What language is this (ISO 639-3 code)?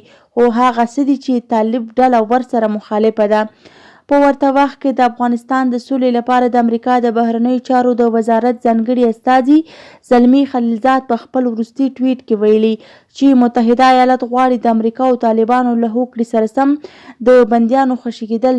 pus